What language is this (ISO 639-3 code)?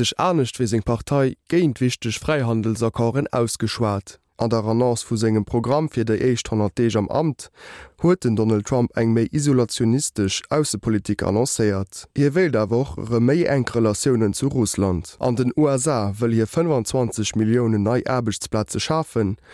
ltz